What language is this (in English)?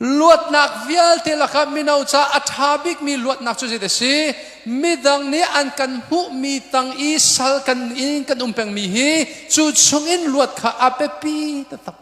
Hakha Chin